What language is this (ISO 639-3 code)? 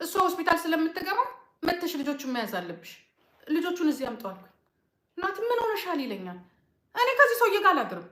amh